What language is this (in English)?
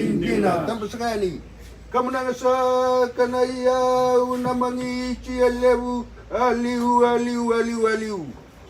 Fijian